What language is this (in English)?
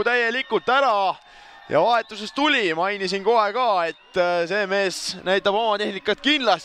Estonian